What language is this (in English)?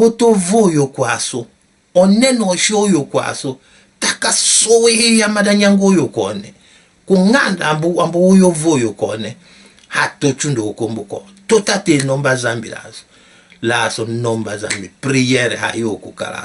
Tetela